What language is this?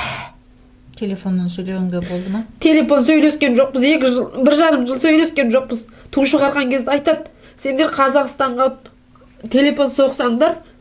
Kazakh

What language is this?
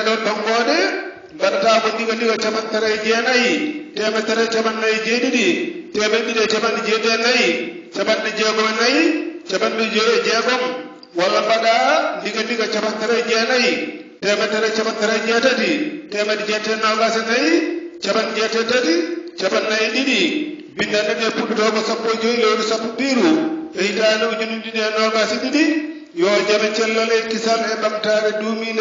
Fula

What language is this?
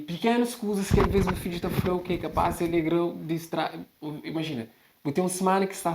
Kabuverdianu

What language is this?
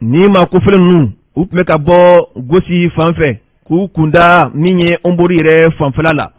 Bambara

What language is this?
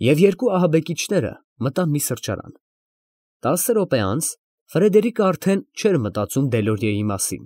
Armenian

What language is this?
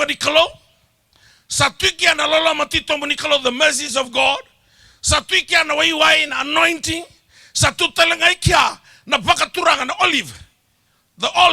Fijian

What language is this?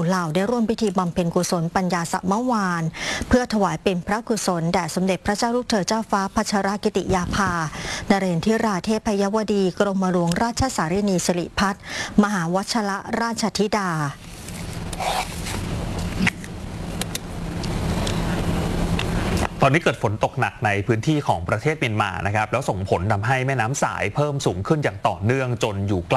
Thai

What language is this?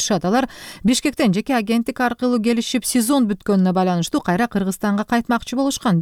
Kyrgyz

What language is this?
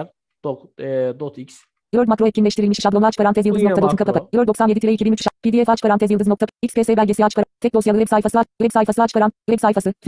Turkish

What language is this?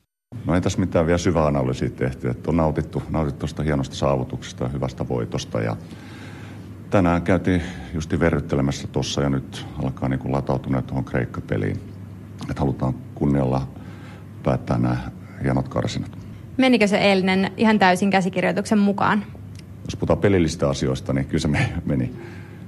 Finnish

